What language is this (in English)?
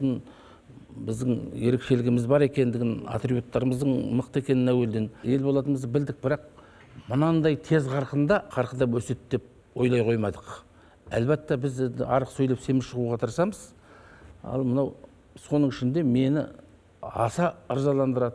Kazakh